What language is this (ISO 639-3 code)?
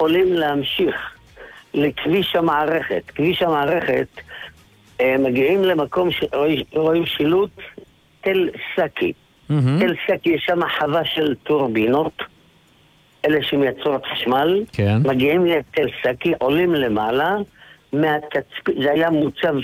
heb